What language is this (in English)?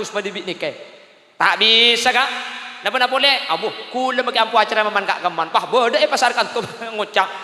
Madurese